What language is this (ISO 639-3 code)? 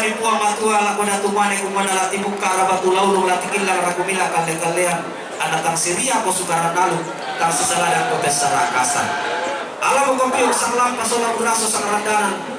sda